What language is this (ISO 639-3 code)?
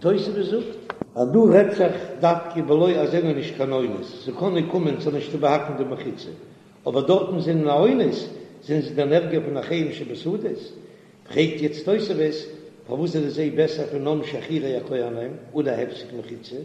yid